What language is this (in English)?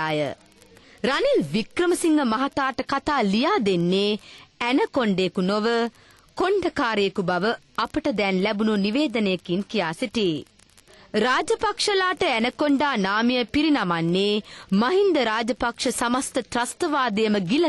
Sinhala